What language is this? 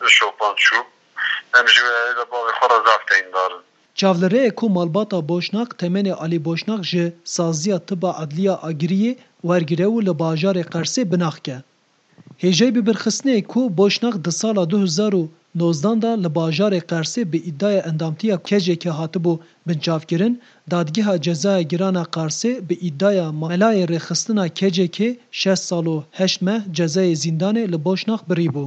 Kurdish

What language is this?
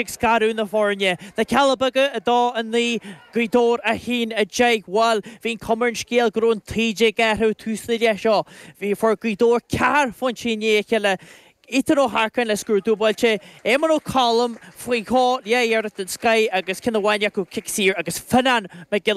Irish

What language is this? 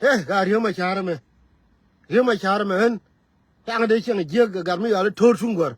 Nuer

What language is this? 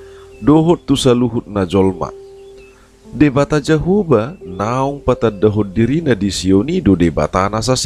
Batak Toba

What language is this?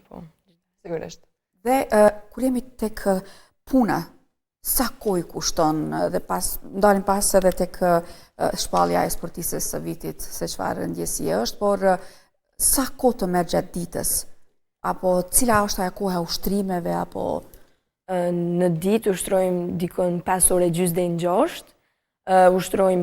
Albanian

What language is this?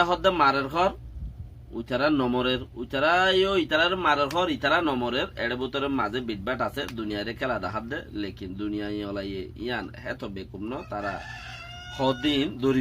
Rohingya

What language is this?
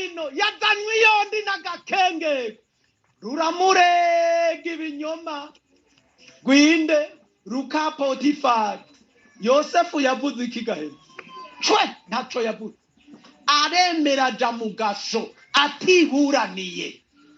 Rundi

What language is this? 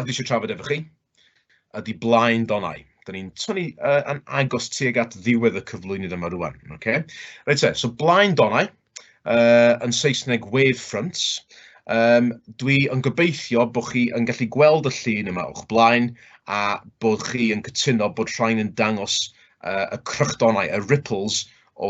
Welsh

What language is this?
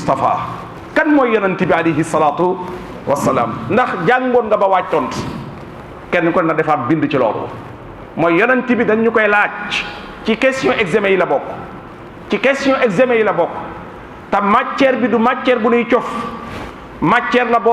Wolof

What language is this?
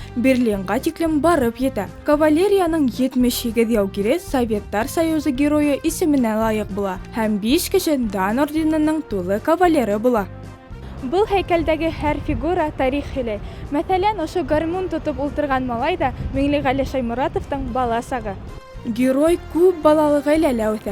Bashkir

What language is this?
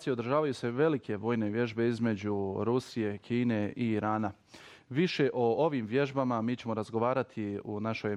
Bosnian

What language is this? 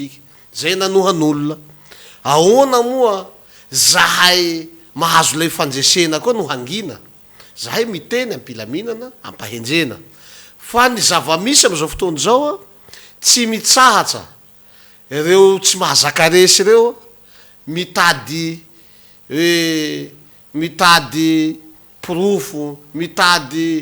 Malagasy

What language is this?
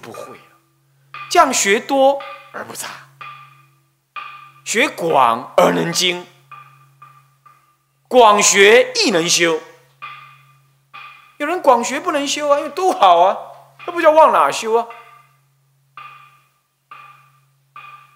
Chinese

